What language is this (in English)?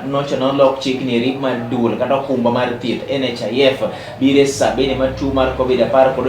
Luo (Kenya and Tanzania)